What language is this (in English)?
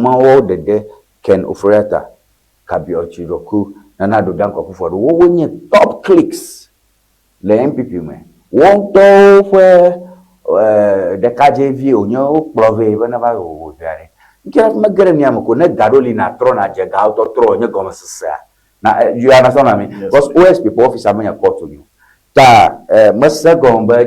Ewe